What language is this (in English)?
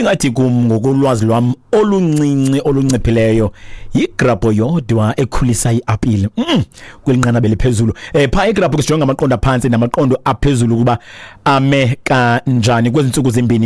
Xhosa